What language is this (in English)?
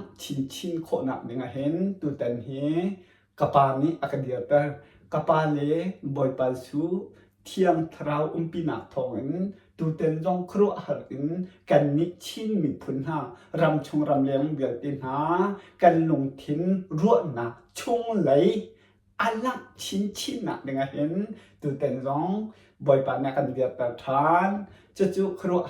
Hakha Chin